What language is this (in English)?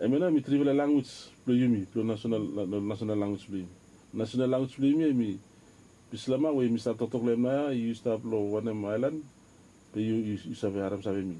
Bislama